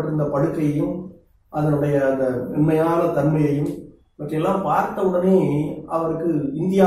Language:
Tamil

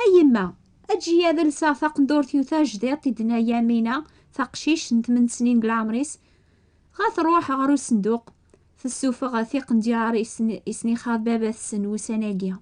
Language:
Kabyle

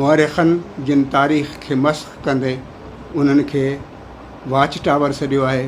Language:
Sindhi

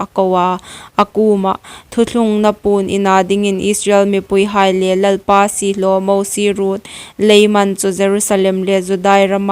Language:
Hmar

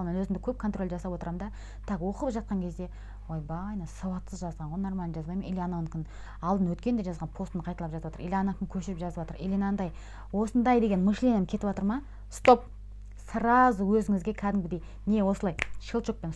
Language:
Kazakh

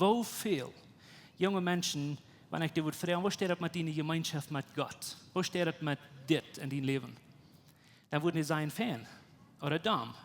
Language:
Plautdietsch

